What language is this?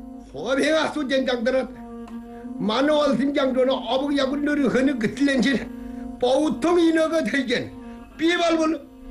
Korean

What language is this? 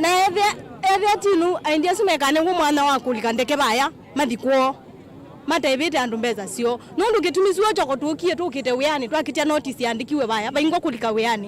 Kamba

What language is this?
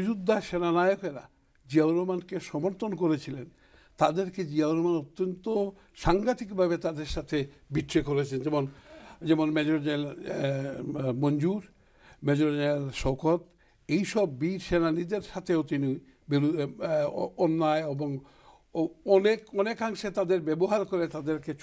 Bangla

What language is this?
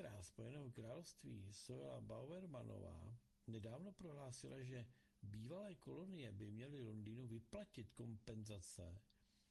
Czech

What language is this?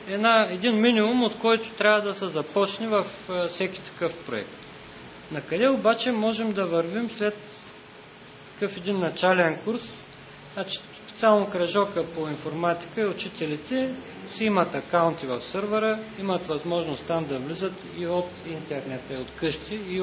Bulgarian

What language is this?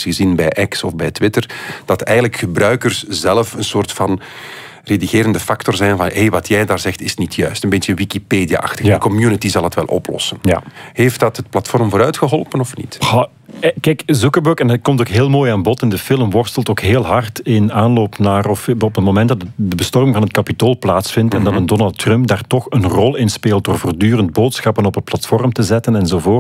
Dutch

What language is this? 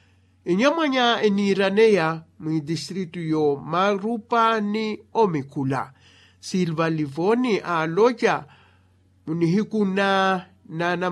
Makhuwa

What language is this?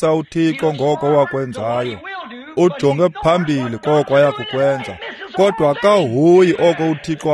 Xhosa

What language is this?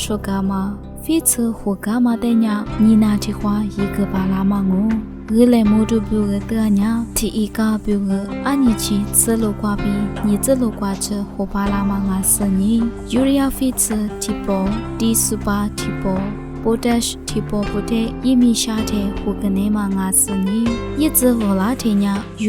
Lisu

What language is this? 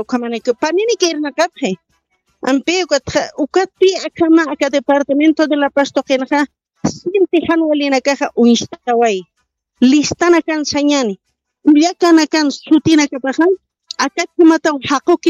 Aymara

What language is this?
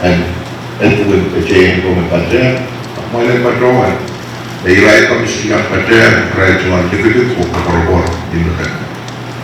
Pohnpeian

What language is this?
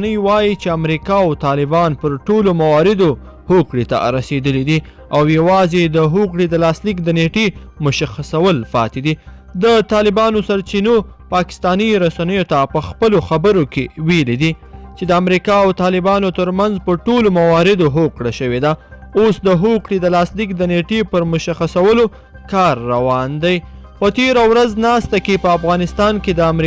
Pashto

